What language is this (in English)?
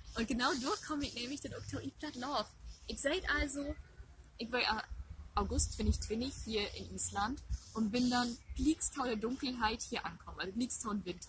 Low German